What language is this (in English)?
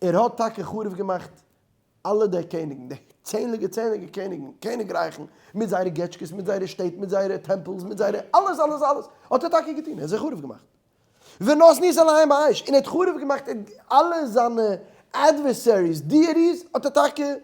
Yiddish